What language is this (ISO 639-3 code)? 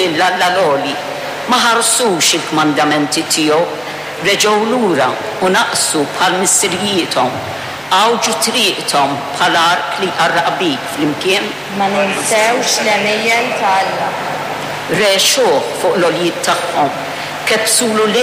mlt